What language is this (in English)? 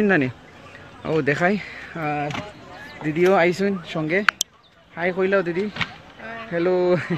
Sylheti